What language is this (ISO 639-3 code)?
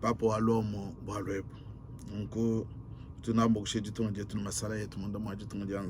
lua